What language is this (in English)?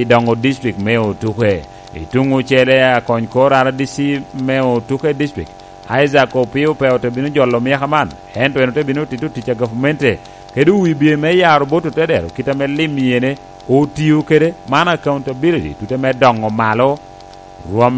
Lango (Uganda)